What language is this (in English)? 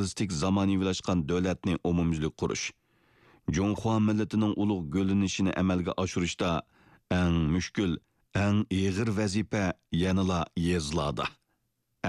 Uyghur